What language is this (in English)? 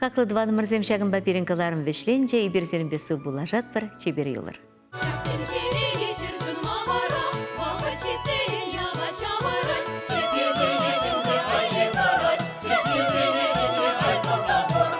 Chuvash